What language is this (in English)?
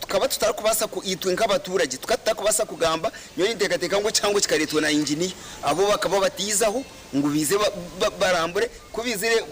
Nyankole